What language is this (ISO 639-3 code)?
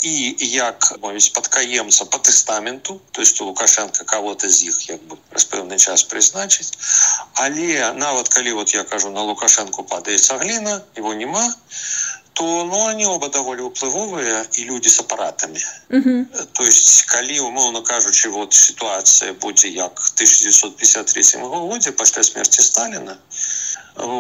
bel